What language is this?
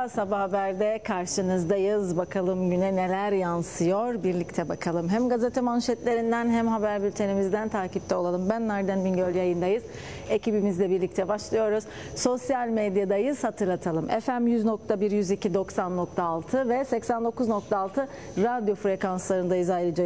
Turkish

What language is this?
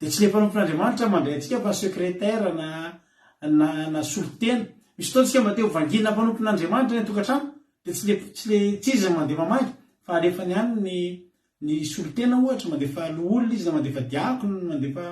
Malagasy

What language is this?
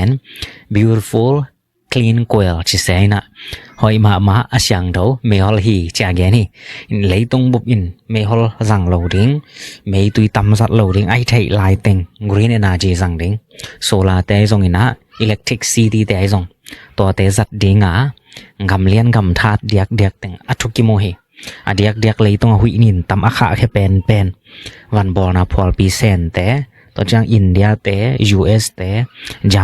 Tedim Chin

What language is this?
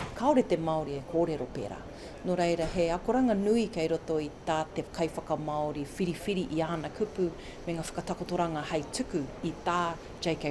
Māori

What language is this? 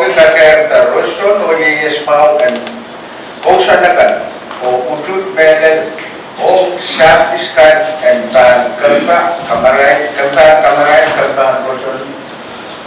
Pohnpeian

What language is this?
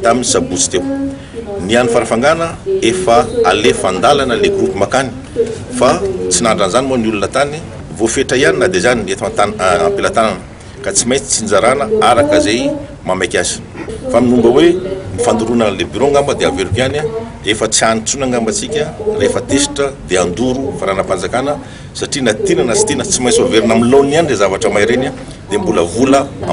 Malagasy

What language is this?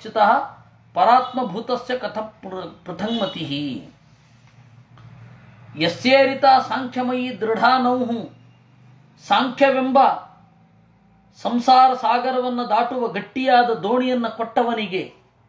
Kannada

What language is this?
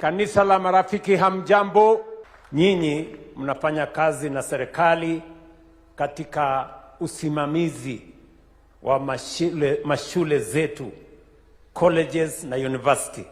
Gusii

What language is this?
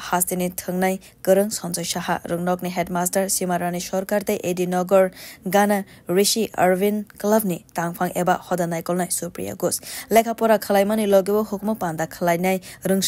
Kok Borok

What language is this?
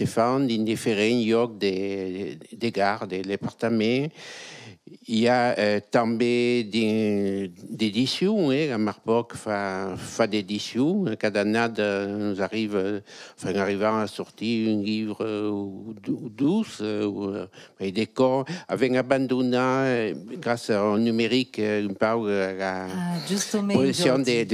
Occitan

